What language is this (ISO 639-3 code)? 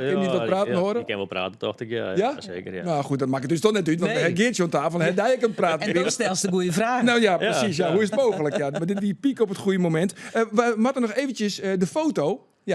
fry